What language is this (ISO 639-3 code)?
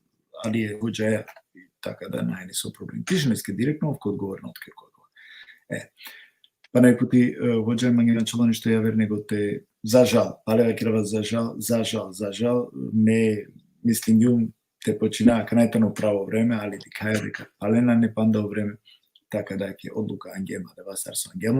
rmn